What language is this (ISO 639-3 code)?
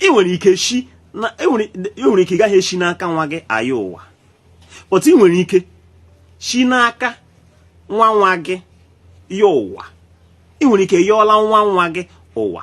ibo